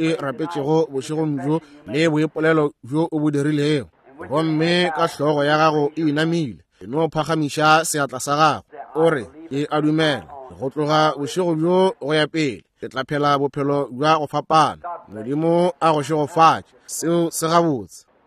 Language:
Northern Sotho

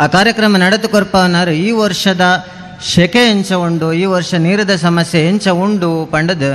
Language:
Tulu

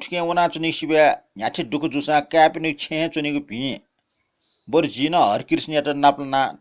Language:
Newari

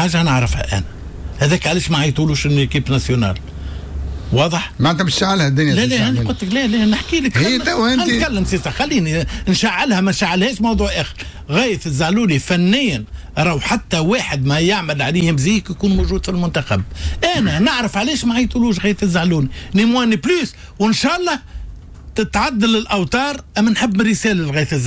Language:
Tunisian Arabic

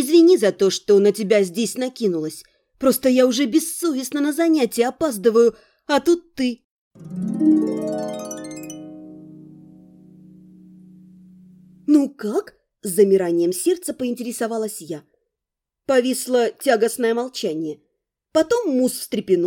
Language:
Russian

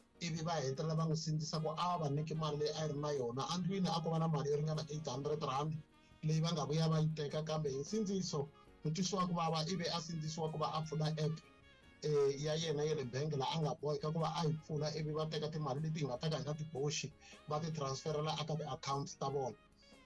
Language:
Tsonga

